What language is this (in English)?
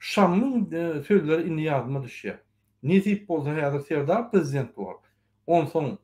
Turkmen